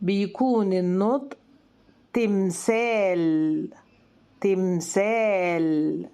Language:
Egyptian Arabic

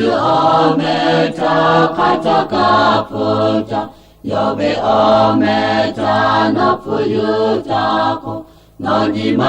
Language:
Lahu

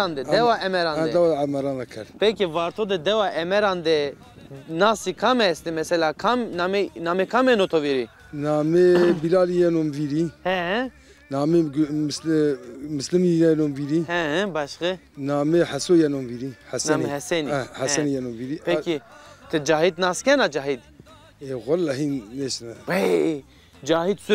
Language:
Zaza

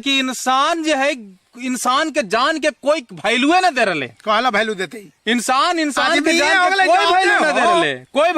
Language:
Magahi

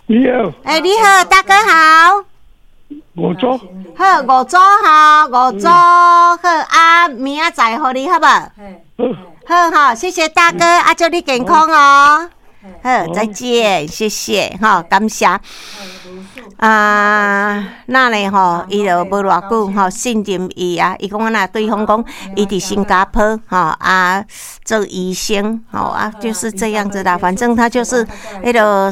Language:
Min Nan Chinese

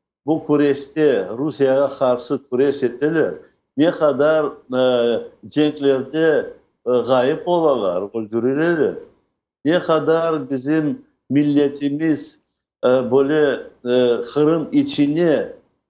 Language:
Crimean Tatar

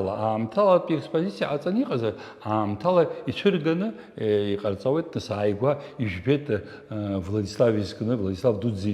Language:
Abkhazian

